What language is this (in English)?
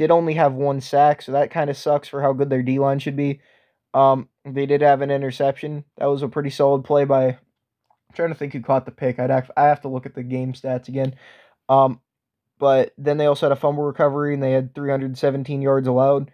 English